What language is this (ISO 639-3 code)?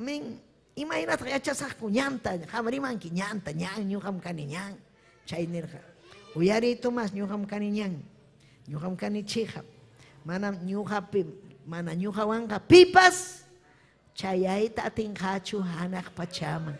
quy